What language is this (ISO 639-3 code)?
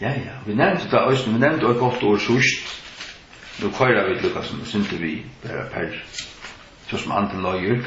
fao